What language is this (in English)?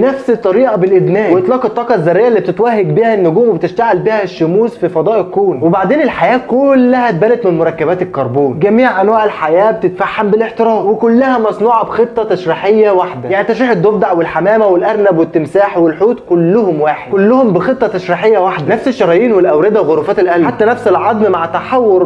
Egyptian Arabic